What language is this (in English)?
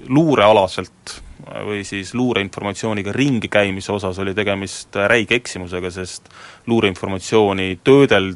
Estonian